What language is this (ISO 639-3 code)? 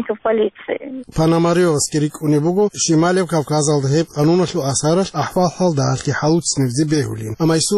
ava